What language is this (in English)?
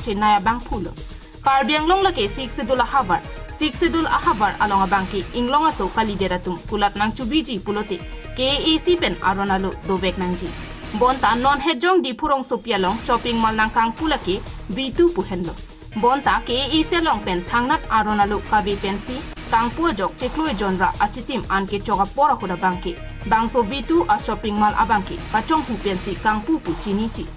Karbi